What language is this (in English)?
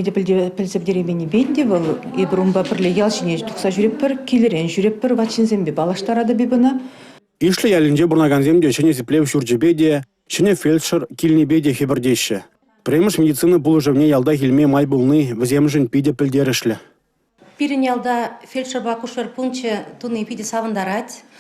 Chuvash